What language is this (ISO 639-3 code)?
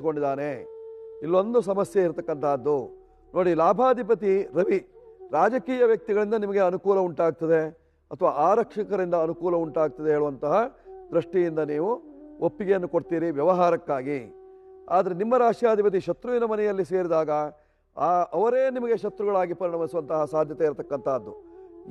kan